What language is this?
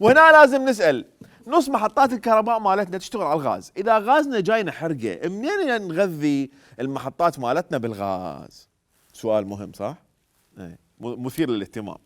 Mesopotamian Arabic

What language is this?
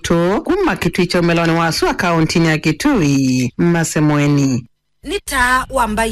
Kamba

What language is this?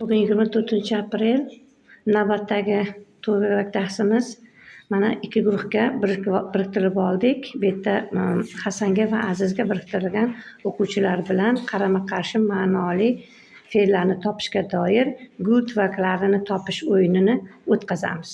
Uzbek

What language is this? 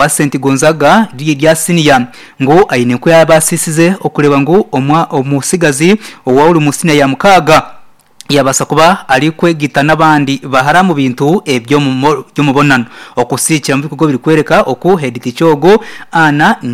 Nyankole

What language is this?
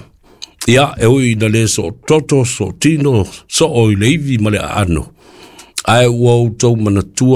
Samoan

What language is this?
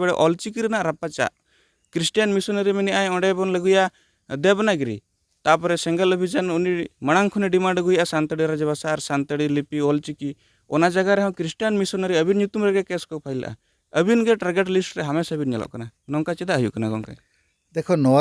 Santali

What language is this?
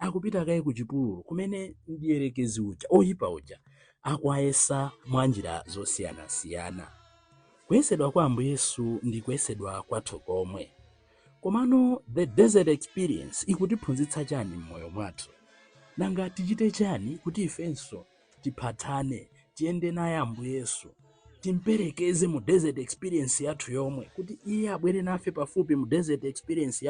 Nyanja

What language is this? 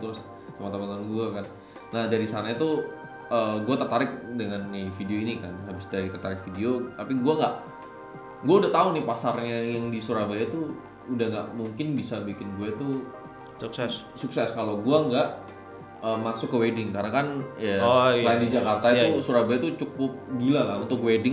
Indonesian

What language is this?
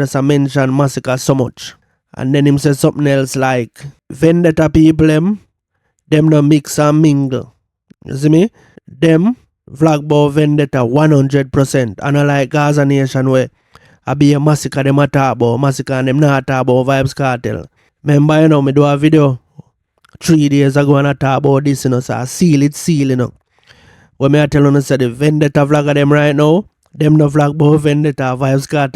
Jamaican Creole English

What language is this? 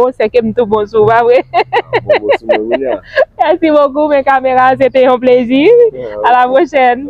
Haitian Creole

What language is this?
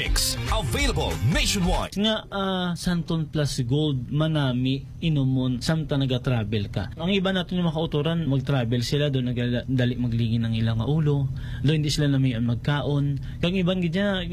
Hiligaynon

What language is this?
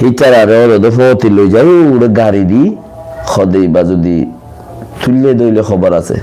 Rohingya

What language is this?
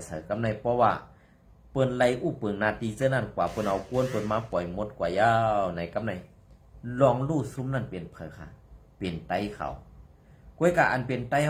Shan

